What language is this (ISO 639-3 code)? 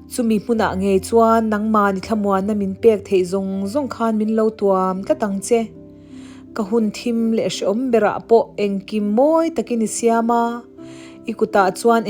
lus